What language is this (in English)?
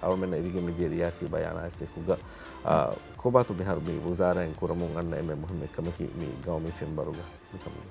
Divehi